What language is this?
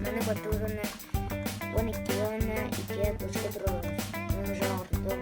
Yakut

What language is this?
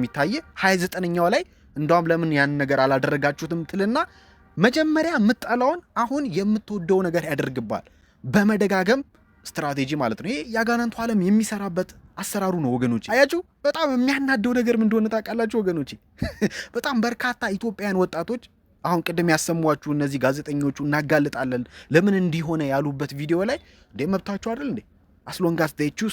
Amharic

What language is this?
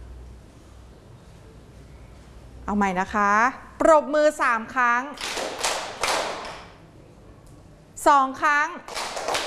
Thai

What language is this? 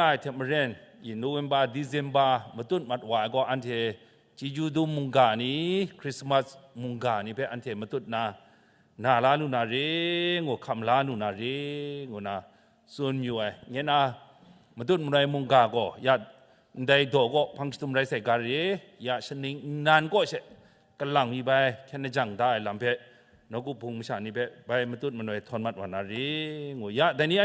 Kachin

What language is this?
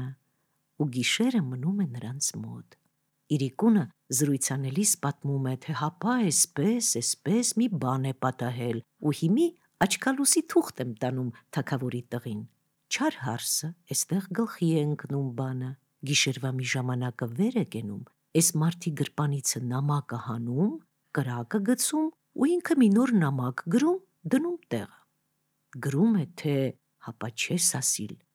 Armenian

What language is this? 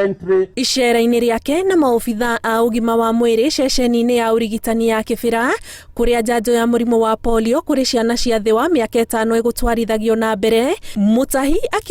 Kikuyu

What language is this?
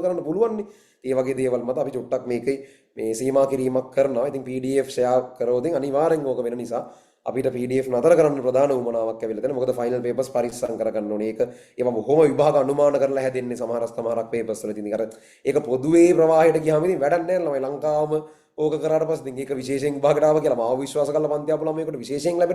Sinhala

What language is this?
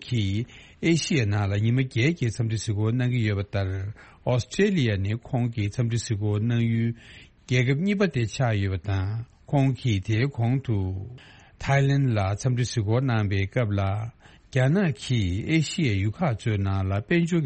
Tibetan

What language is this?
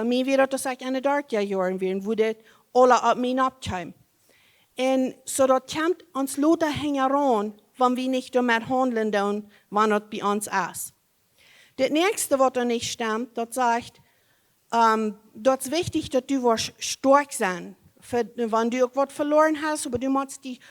Plautdietsch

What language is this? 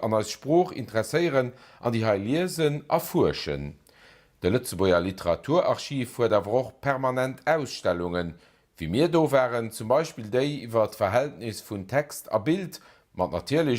Luxembourgish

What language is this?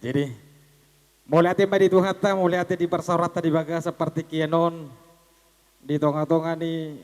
Batak Toba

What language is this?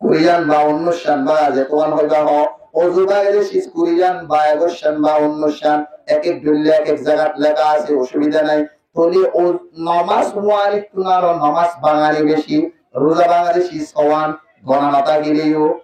Rohingya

